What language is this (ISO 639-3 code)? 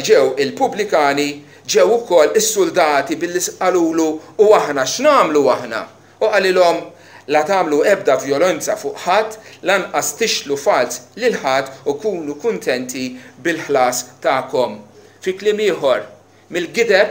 mlt